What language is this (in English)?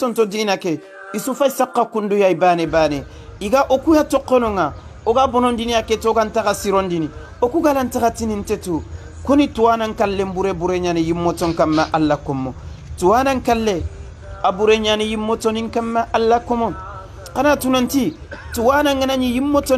Soninke